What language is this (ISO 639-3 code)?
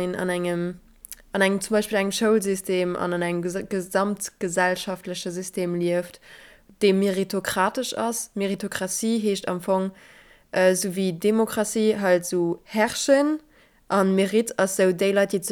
ltz